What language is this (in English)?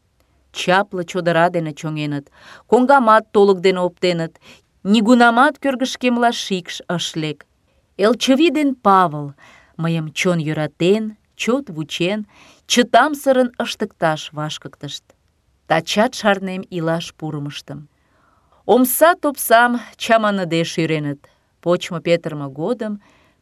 Mari